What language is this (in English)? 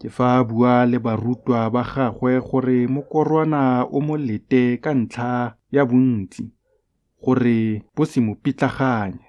Tswana